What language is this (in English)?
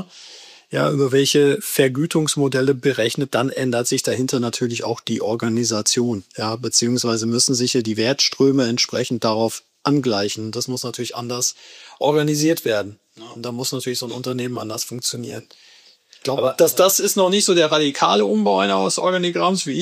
German